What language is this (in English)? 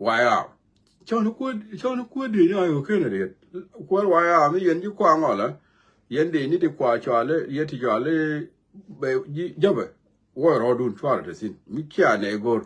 Nuer